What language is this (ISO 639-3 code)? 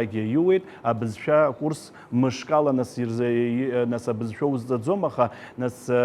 abk